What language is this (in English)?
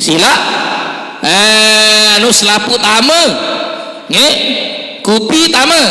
Sasak